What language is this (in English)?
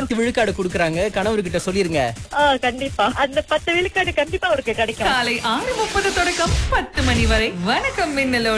Tamil